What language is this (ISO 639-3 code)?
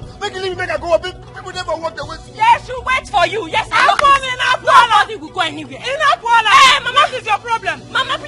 pcm